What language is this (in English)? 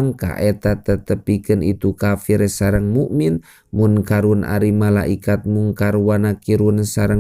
Sundanese